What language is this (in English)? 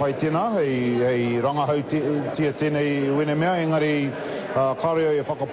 Māori